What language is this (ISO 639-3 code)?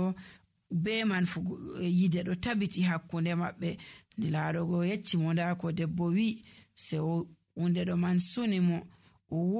fuv